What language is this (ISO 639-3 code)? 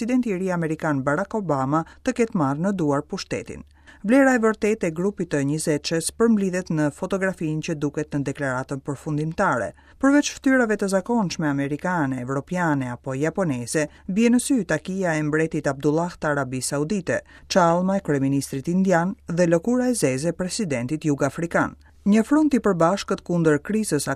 sqi